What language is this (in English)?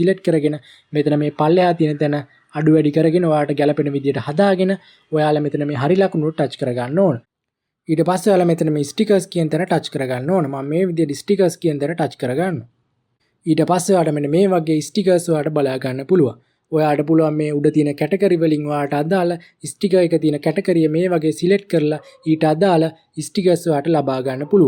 Sinhala